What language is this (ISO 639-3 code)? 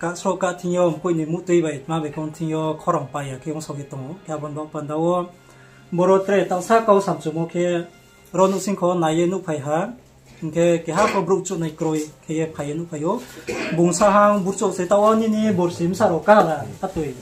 ria